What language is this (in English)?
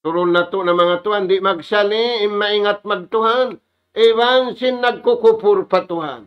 Tausug